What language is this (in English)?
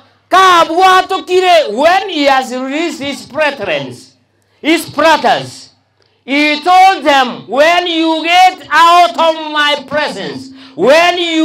Gusii